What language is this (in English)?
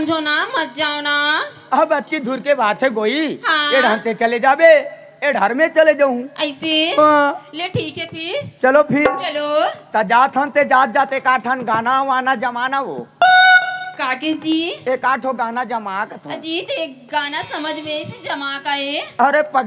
Chhattisgarhi